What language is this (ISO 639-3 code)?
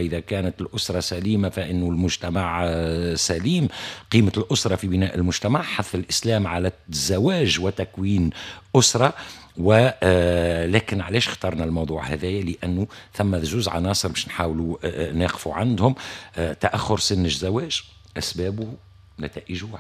aeb